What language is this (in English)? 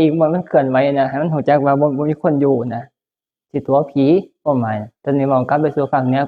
Northeastern Thai